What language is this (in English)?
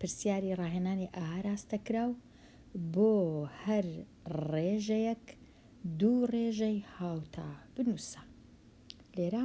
Central Kurdish